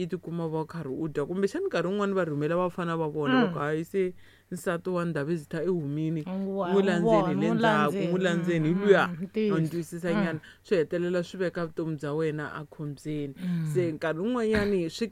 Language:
Tsonga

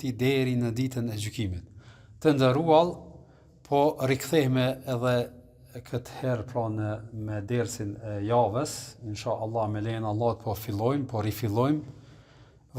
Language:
Albanian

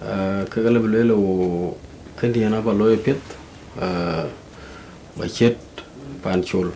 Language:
Dinka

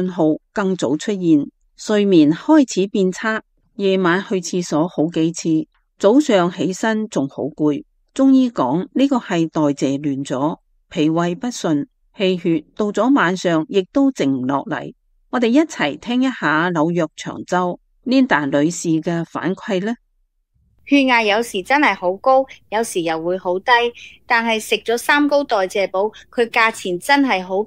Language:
Cantonese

